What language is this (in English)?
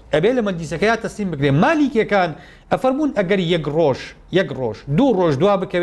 Central Kurdish